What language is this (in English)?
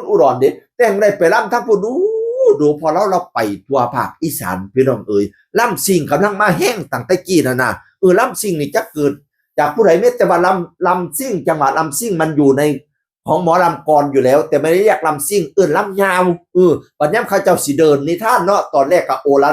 Northeastern Thai